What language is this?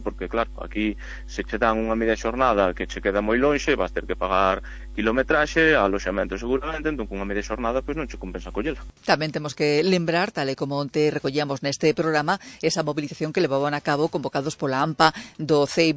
Galician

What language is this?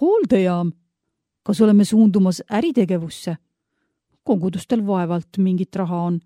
Estonian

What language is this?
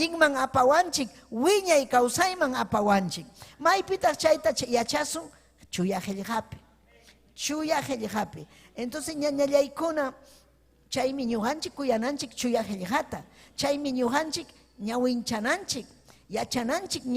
Ayacucho Quechua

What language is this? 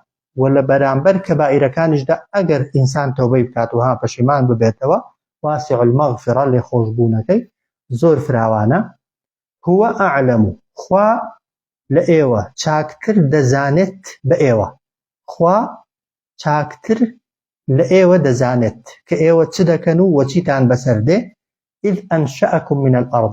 Central Kurdish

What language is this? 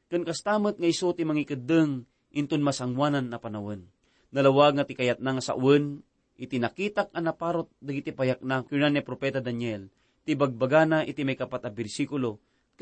Iloko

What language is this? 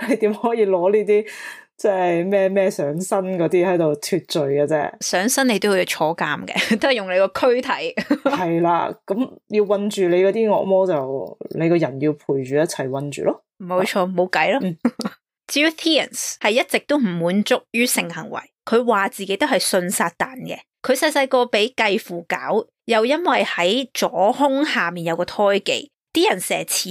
Cantonese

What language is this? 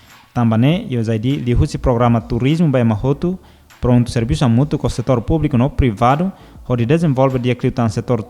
Tetum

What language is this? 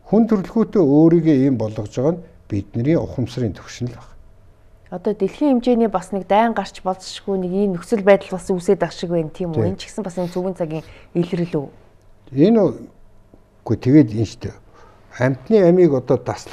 Mongolian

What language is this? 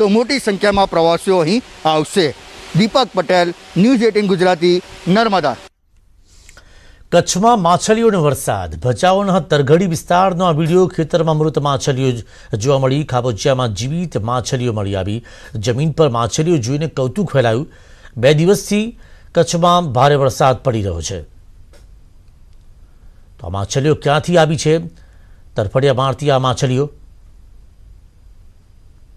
Gujarati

